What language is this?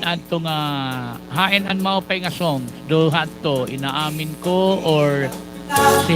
Waray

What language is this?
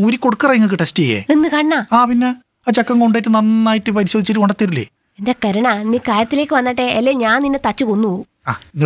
Malayalam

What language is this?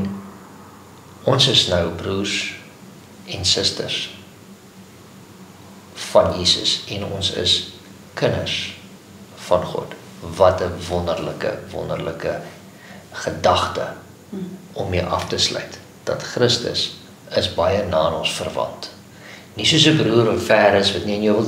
Afrikaans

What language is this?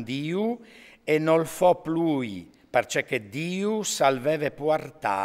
Friulian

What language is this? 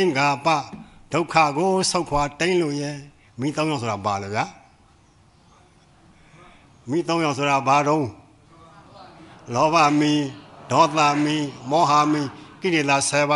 Burmese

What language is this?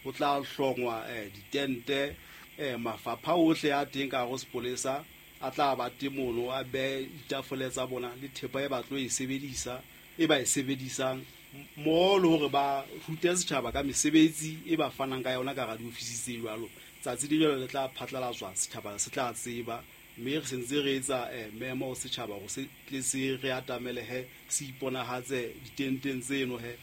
Southern Sotho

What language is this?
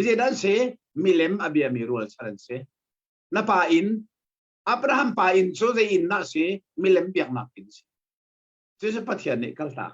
Hakha Chin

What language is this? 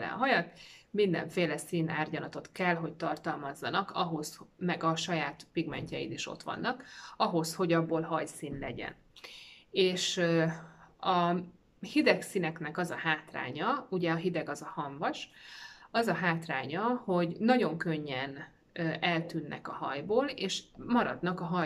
Hungarian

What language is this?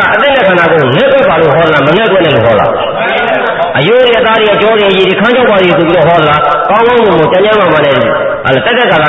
Burmese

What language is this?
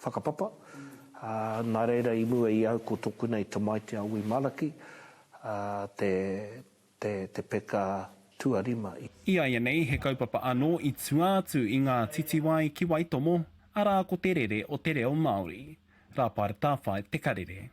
Māori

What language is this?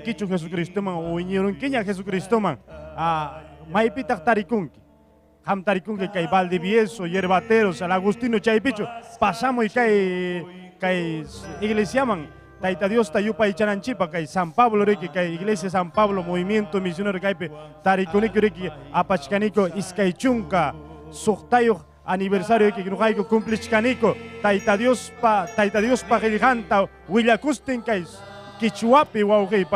Ayacucho Quechua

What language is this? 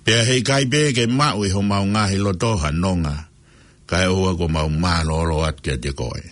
Tongan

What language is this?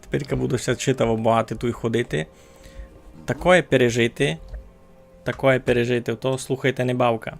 Rusyn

